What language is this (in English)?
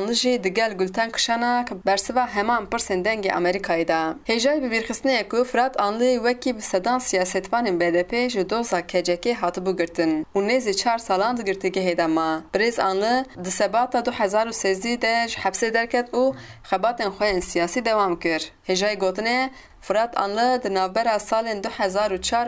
Kurdish